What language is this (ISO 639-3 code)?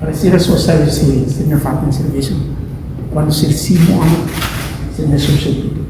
tet